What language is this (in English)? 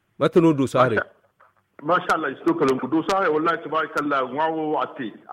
Zarma